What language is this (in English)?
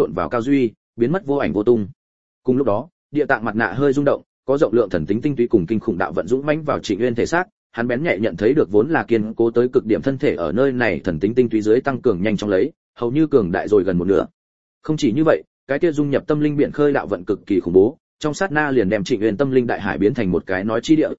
Vietnamese